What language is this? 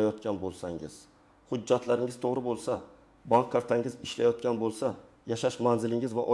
Uzbek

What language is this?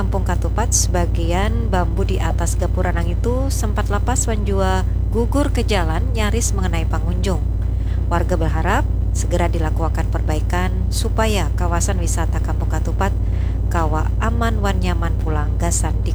Banjar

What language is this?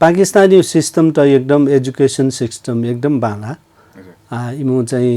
Newari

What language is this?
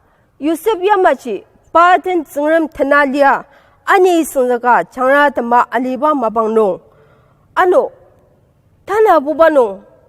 Ao Naga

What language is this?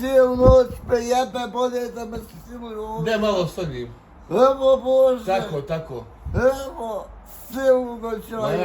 Bosnian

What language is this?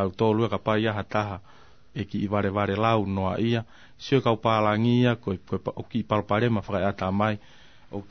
Tongan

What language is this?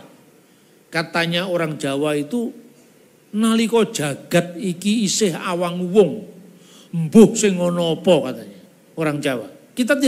Indonesian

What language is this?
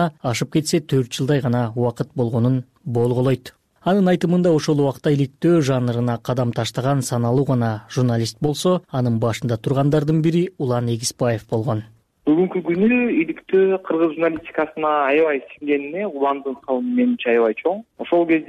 Kyrgyz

